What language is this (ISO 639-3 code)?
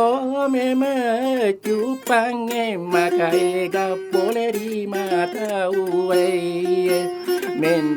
bug